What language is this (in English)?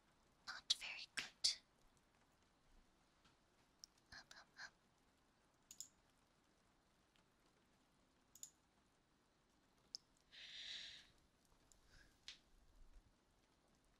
English